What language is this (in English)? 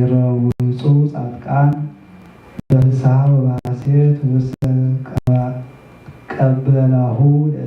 Geez